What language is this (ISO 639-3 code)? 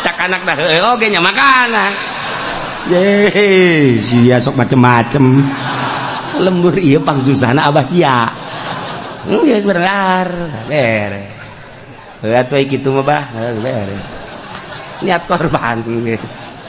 sun